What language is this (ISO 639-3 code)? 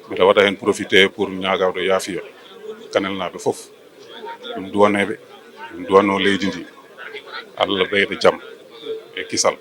ful